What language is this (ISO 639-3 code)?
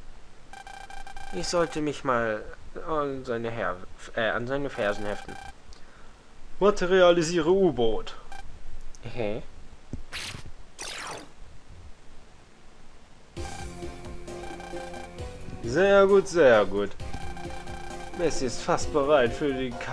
deu